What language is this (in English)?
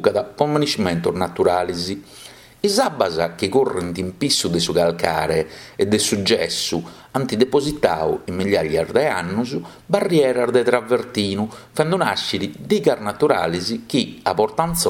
Sardinian